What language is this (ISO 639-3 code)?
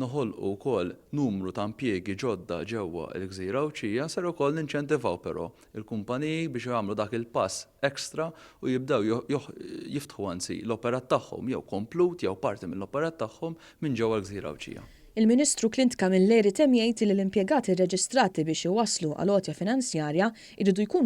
mlt